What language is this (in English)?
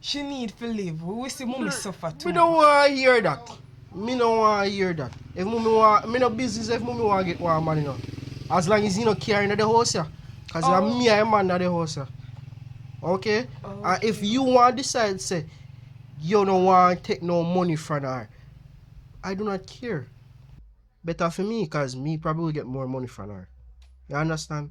Jamaican Creole English